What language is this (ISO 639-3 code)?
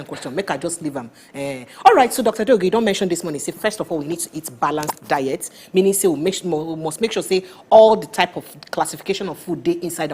pcm